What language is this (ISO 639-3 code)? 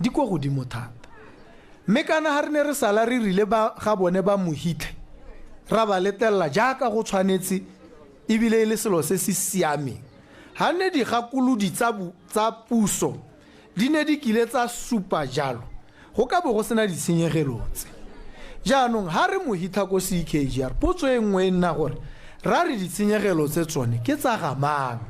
tsn